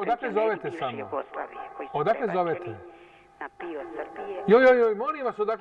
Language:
Serbian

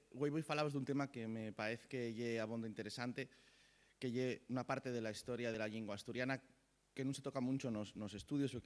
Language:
Asturian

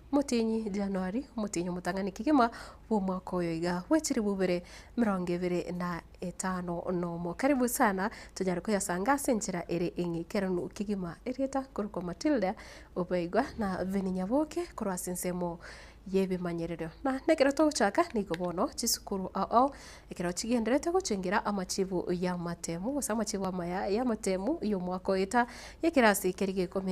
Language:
Gusii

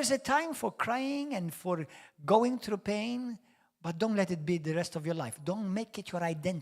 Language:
English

